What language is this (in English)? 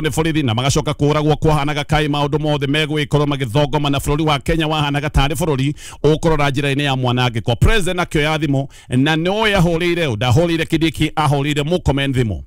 Kikuyu